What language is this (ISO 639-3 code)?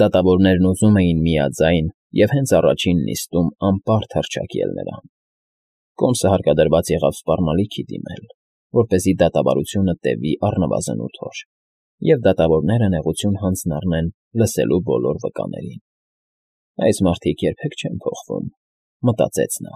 hye